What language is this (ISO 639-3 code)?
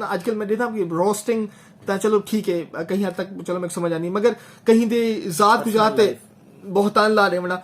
skr